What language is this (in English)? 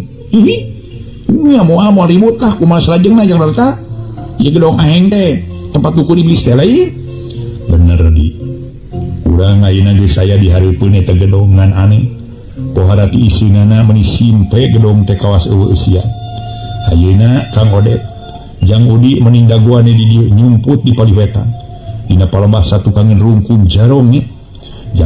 Sundanese